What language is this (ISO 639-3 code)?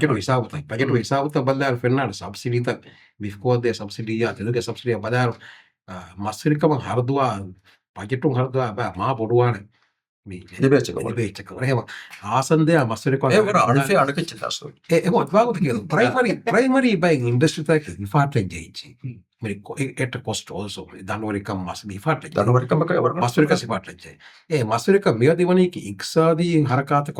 div